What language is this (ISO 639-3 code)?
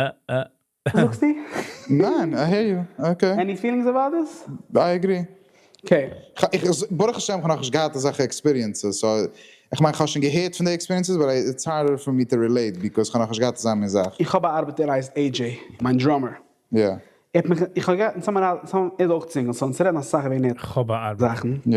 yid